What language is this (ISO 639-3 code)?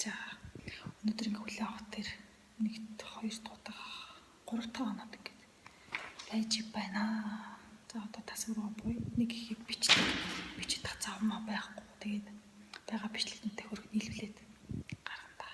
mon